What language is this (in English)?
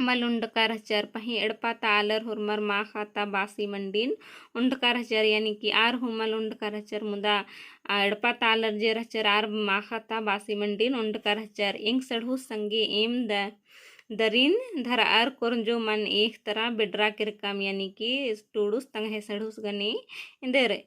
Kurukh